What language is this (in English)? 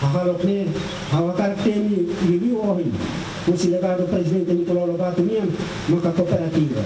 Tetum